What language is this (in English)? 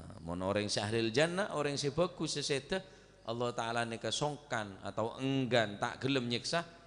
Madurese